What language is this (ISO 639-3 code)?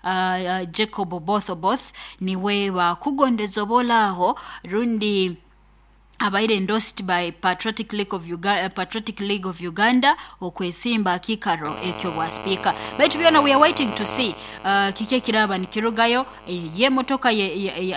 nyo